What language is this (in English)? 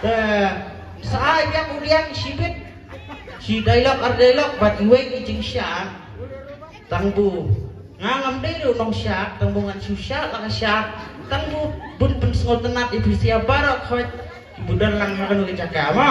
Khasi